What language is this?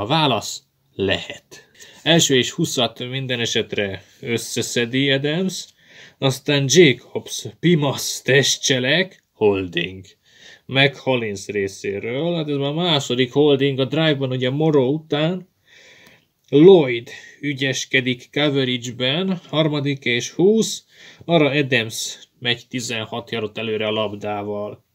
Hungarian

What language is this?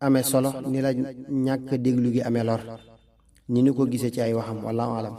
Wolof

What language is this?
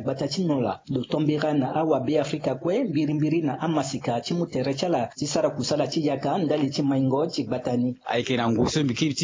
Sango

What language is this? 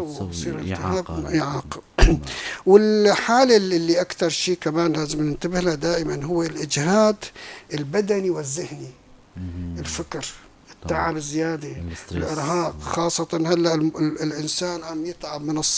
North Levantine Arabic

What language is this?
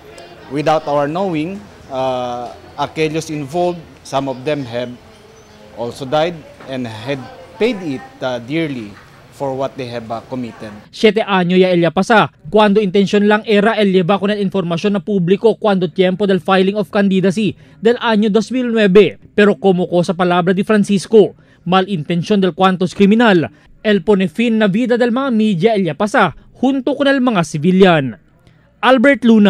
Chavacano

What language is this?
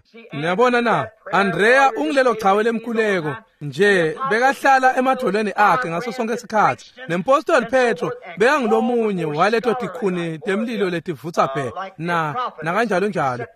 Swati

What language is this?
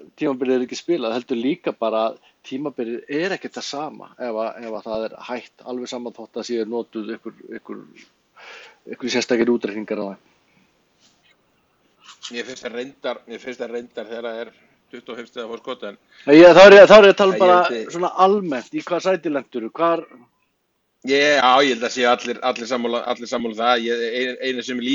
Icelandic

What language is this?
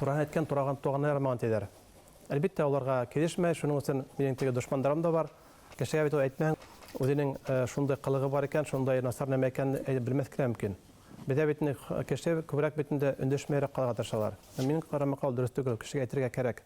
Bashkir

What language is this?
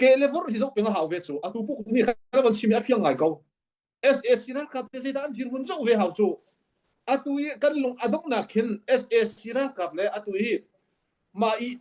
Hakha Chin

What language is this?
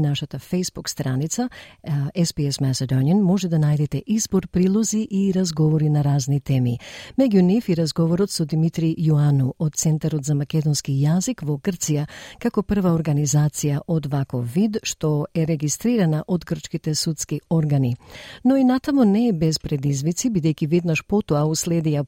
Macedonian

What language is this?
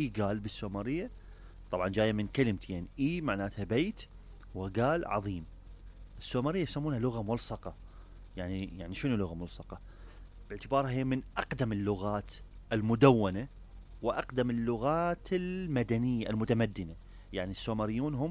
Mesopotamian Arabic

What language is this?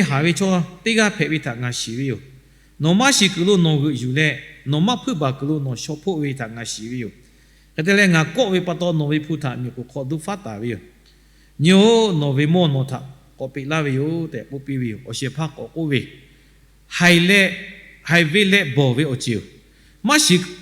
Lahu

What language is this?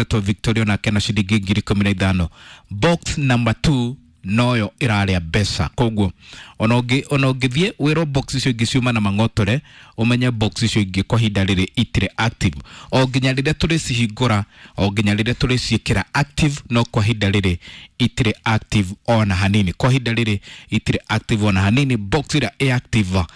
Kikuyu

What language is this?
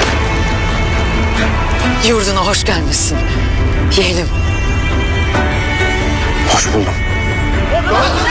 Turkish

